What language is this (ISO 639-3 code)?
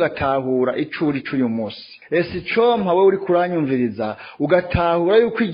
run